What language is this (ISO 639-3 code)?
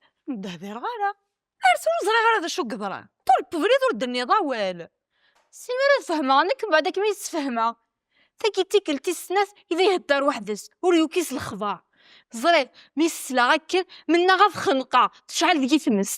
kab